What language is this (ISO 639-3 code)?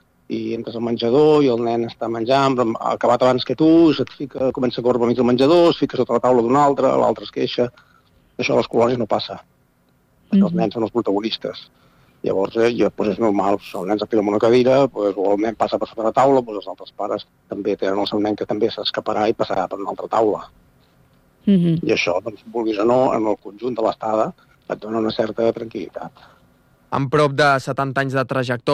cat